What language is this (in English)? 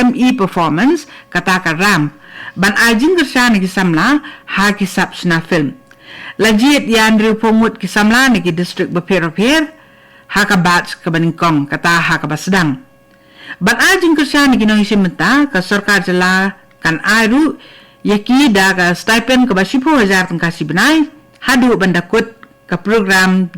Khasi